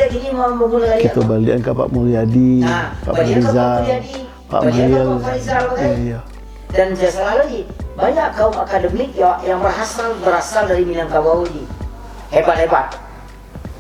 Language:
Minangkabau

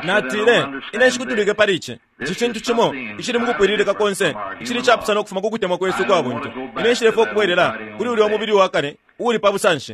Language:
Bemba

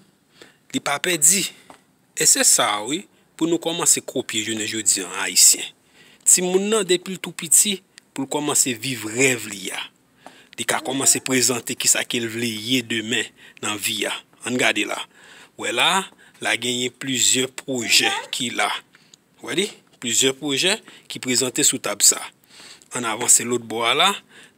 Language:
Haitian Creole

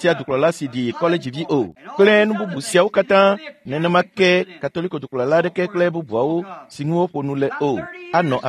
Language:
Ewe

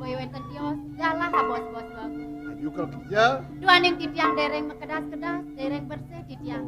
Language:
Balinese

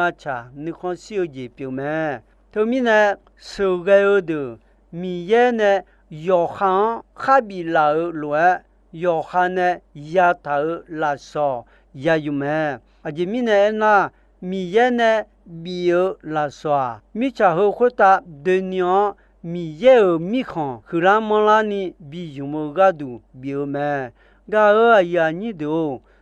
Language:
Akha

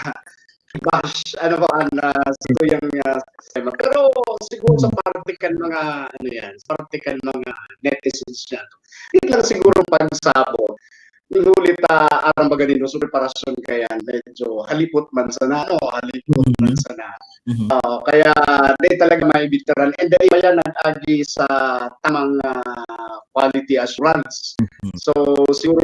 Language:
Bikol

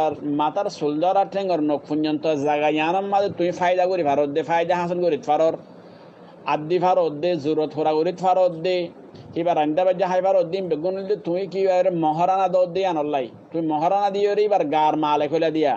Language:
Rohingya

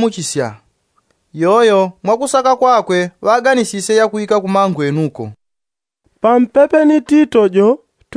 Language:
Yao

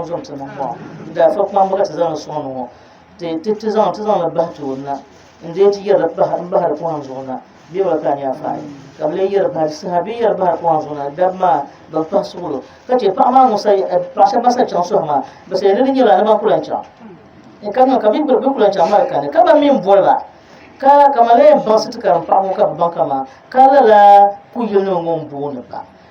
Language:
Dagbani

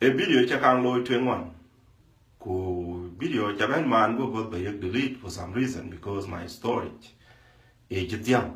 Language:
Dinka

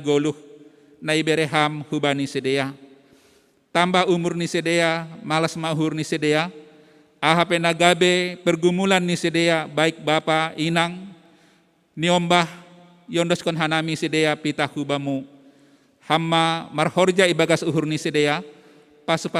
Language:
Batak Simalungun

